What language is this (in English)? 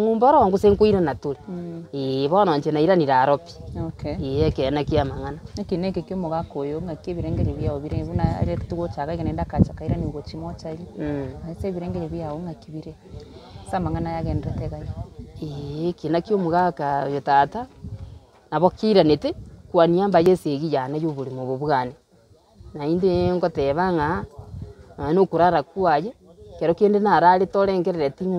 Gusii